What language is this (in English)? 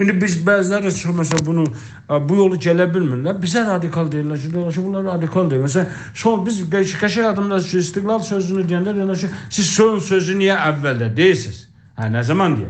South Azerbaijani